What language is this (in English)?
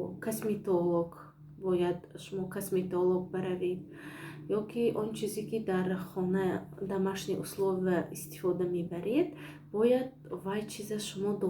Tajik